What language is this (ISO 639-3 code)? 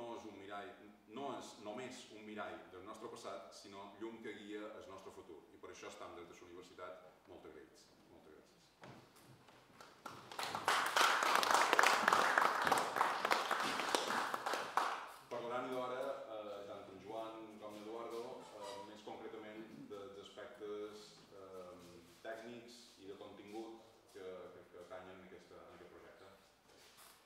cat